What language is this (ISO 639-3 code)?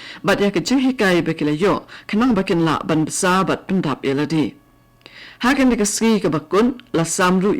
kha